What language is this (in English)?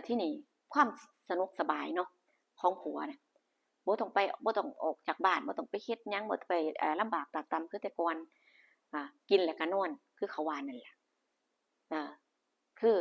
Lao